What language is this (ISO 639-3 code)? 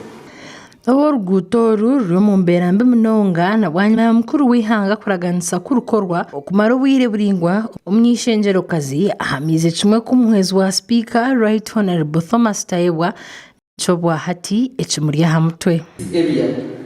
nyn